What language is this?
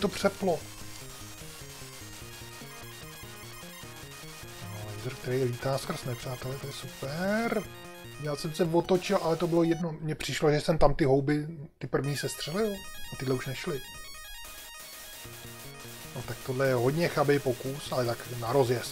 Czech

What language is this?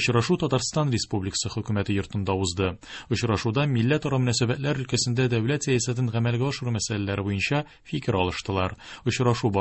Tatar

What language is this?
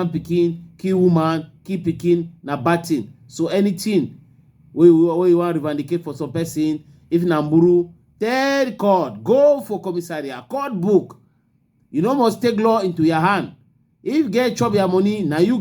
Cameroon Pidgin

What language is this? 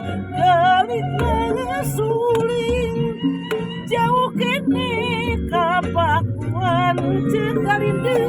Sundanese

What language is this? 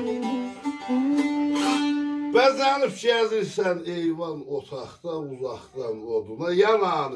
South Azerbaijani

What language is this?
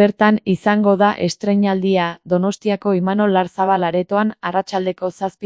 Basque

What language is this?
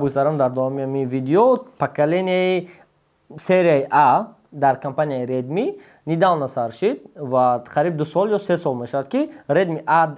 Tajik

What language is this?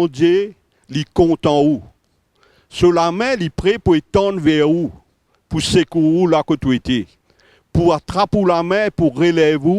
Morisyen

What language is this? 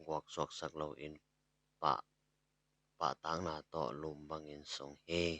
Tedim Chin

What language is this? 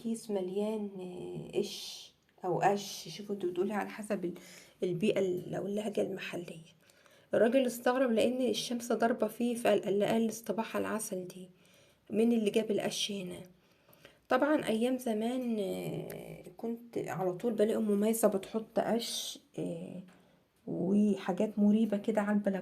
Egyptian Arabic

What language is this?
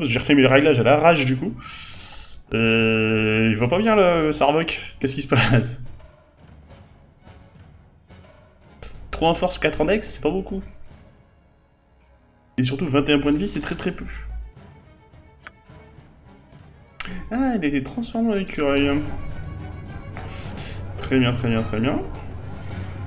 French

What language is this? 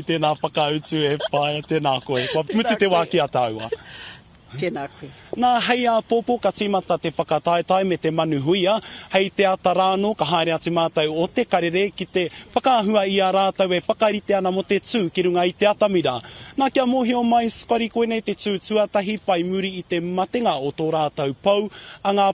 Māori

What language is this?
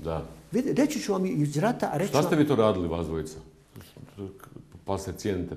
Bosnian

